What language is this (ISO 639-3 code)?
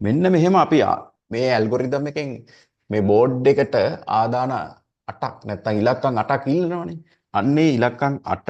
sin